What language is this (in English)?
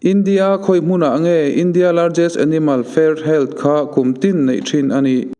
Mizo